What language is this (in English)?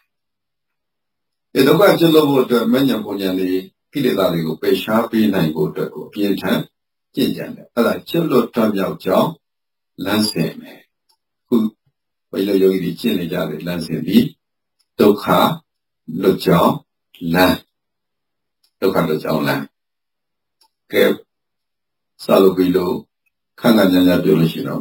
Burmese